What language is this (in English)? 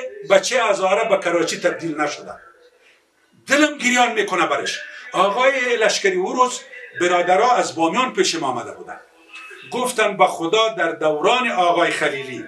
Persian